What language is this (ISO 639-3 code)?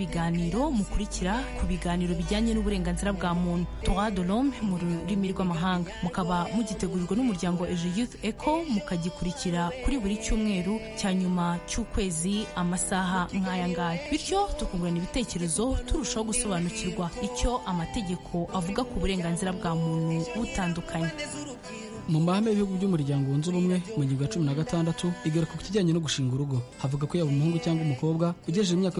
kin